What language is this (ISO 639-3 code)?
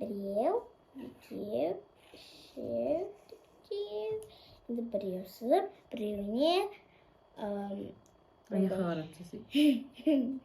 kaz